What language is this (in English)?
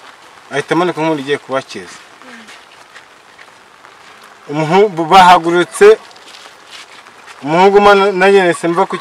Kinyarwanda